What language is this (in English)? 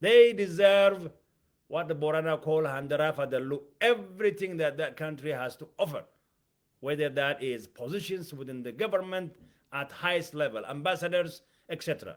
English